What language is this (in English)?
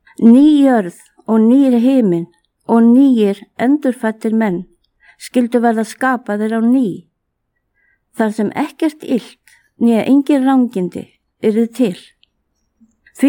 Icelandic